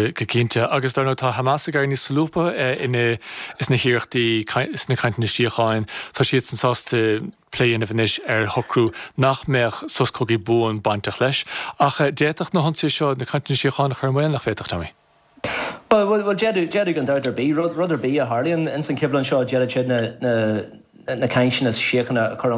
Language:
Irish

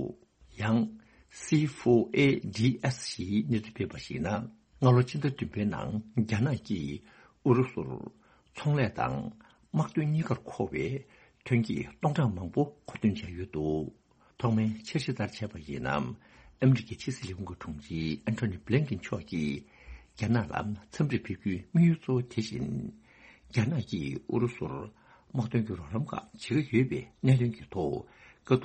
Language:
Tibetan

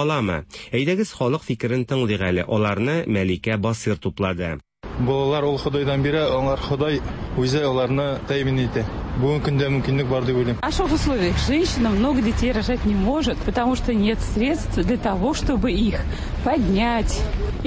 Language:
Tatar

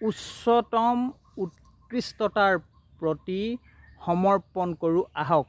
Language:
Assamese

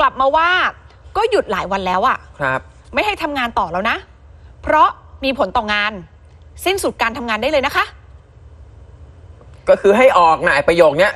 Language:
Thai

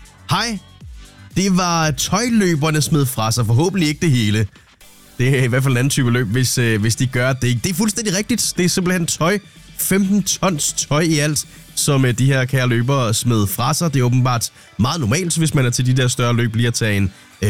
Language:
Danish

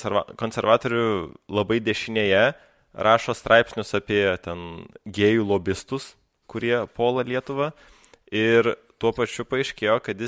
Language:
Lithuanian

